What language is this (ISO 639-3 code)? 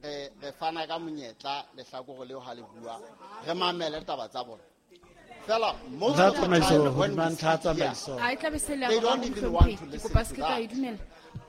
sot